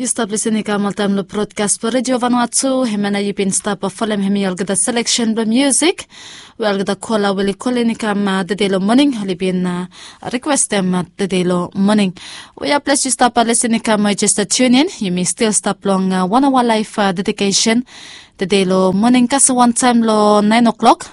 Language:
Bislama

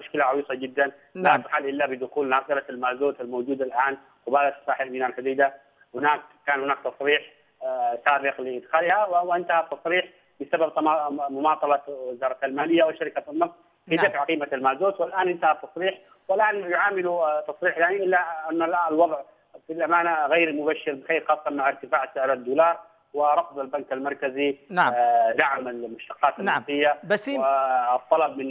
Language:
Arabic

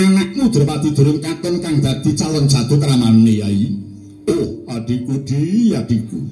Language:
Javanese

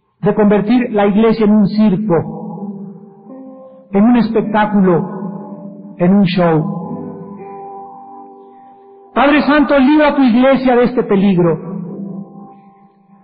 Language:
Spanish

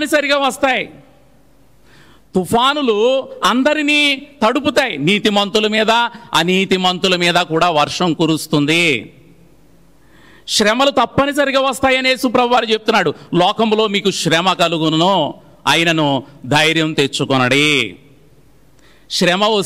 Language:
Telugu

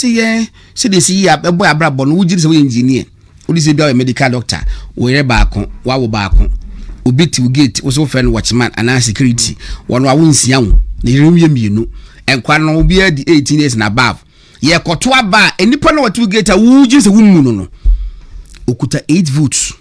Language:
Akan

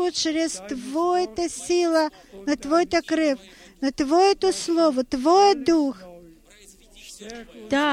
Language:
Bulgarian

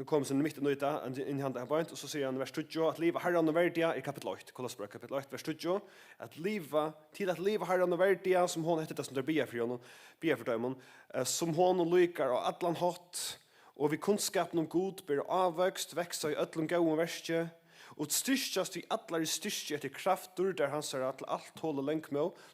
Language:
Faroese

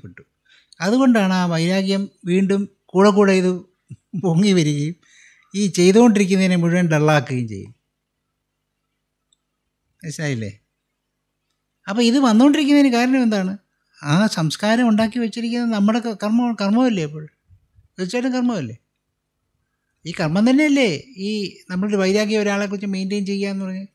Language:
Malayalam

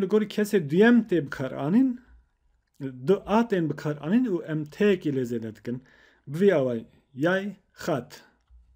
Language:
Kurdish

